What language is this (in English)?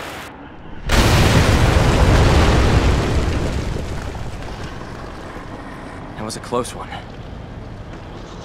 English